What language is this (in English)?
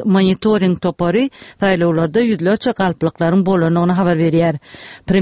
Turkmen